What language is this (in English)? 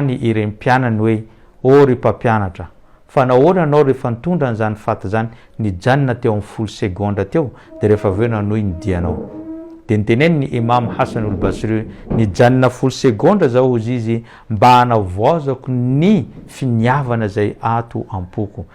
Malagasy